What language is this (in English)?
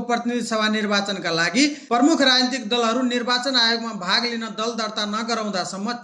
Nepali